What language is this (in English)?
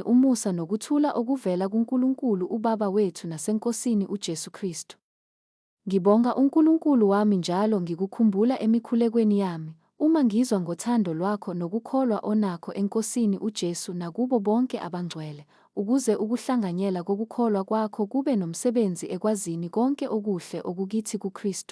Zulu